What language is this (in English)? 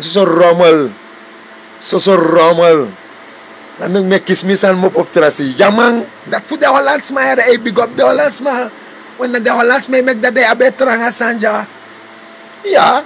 Sranan Tongo